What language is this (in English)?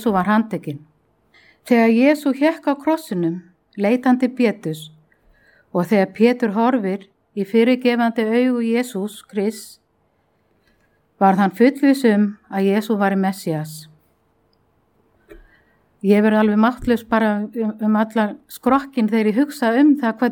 Icelandic